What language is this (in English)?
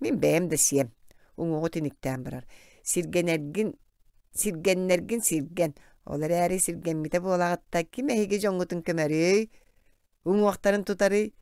Yakut